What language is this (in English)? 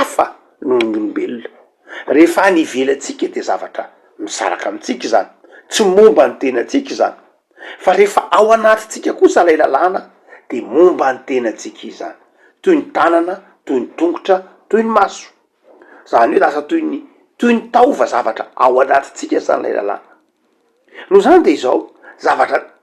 Malagasy